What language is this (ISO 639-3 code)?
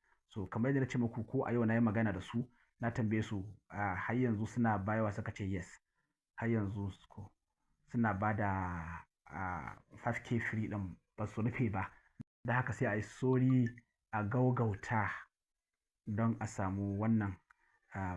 hau